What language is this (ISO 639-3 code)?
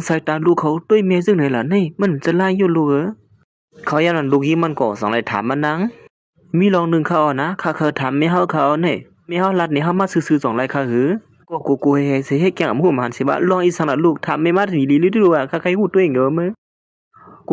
shn